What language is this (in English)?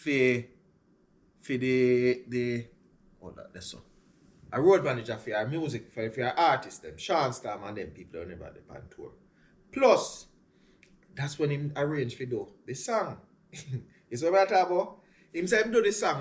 Jamaican Creole English